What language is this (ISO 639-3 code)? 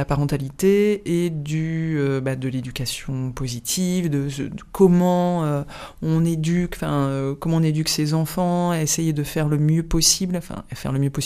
fra